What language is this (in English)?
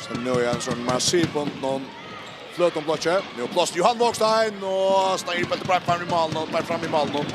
Faroese